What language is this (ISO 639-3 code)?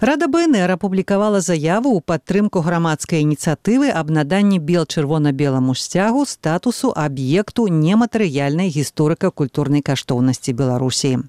bel